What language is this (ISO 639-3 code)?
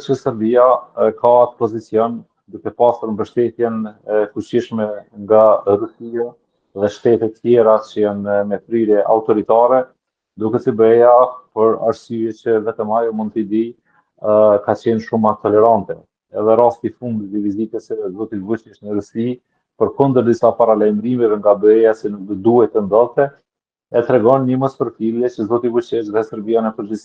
sqi